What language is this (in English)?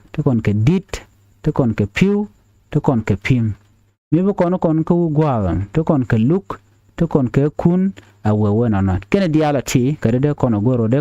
Nuer